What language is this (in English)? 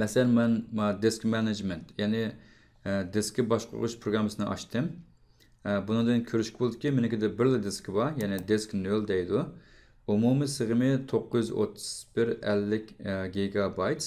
Uyghur